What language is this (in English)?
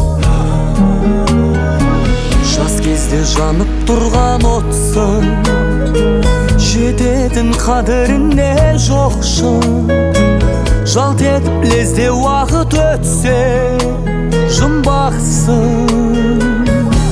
Kazakh